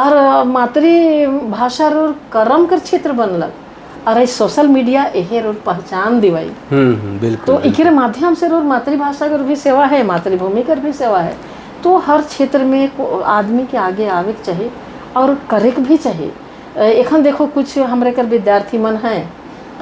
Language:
Sadri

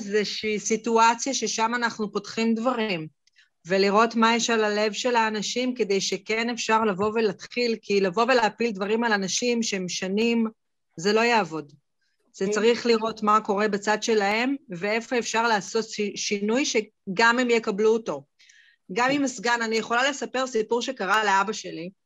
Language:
Hebrew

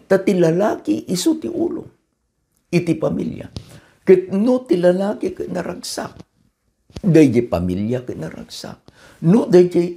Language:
Iloko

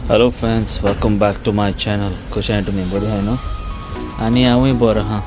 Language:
Konkani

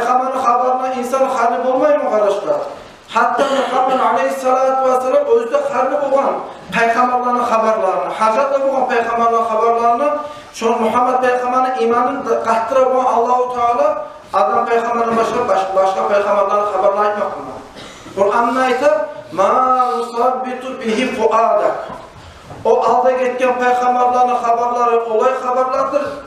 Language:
Kumyk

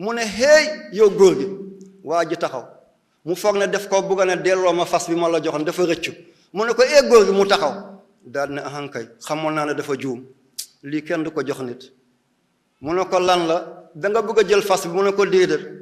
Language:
Wolof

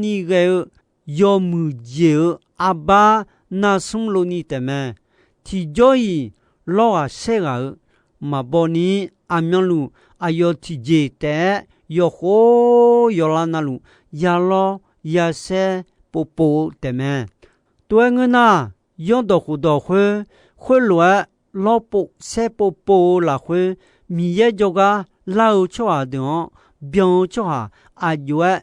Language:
Akha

